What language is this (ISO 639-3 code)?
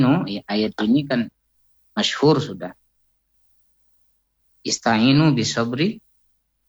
ind